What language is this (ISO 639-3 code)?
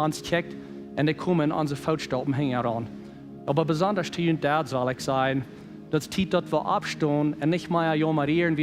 pdt